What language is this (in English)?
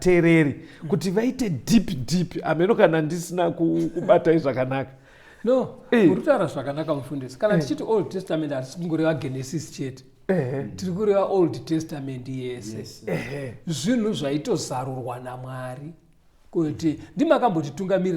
Shona